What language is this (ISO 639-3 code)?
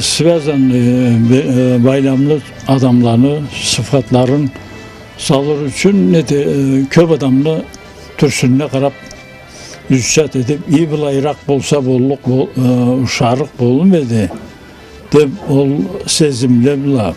krc